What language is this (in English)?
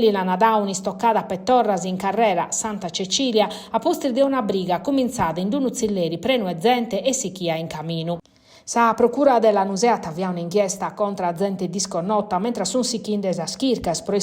Sardinian